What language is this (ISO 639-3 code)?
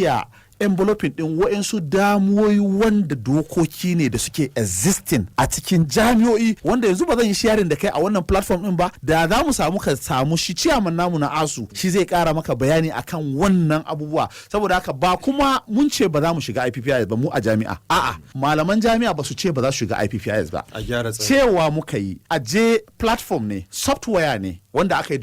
hau